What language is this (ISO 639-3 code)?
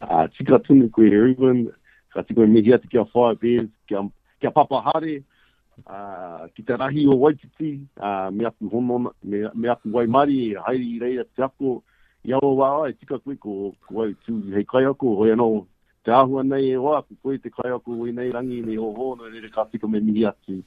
mri